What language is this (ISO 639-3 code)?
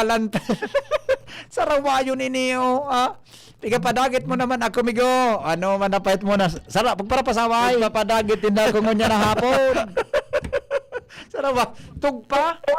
bik